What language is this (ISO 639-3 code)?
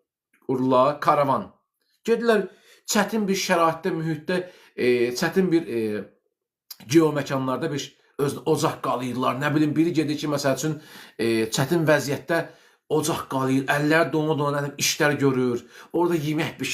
aze